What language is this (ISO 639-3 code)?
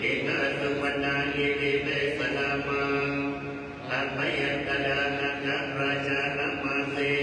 pli